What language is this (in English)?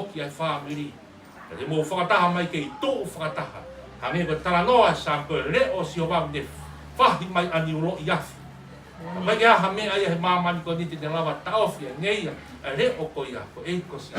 Tongan